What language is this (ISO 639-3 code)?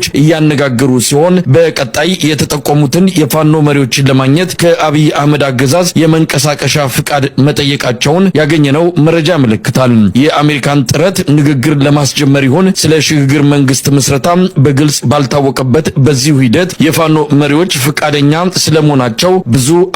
amh